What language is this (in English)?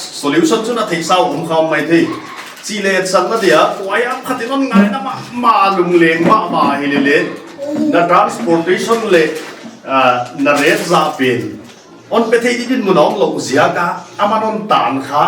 Paite Chin